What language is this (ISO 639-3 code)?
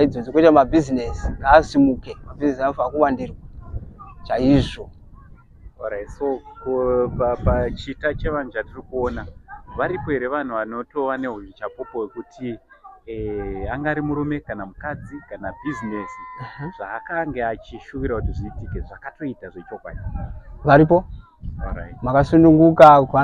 sna